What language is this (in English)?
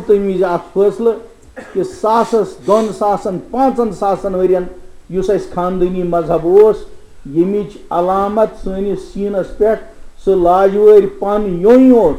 Kashmiri